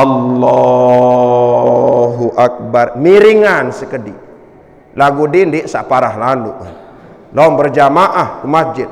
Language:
Sasak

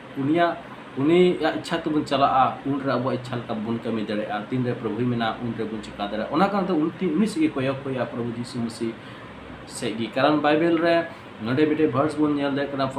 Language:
Santali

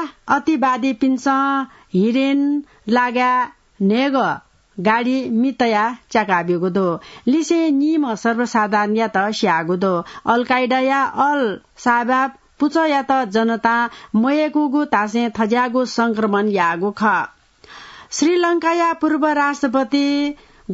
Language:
Newari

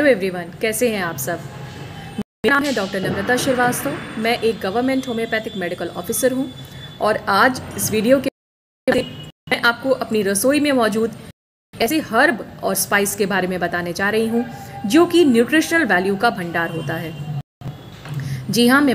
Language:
Hindi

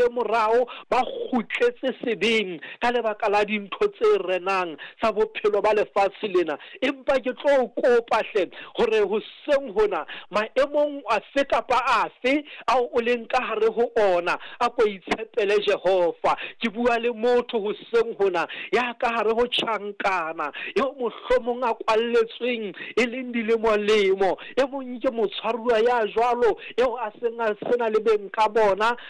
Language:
Southern Sotho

